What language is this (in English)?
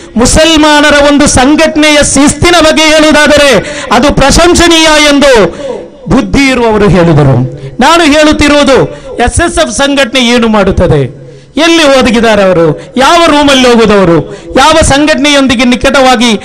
Kannada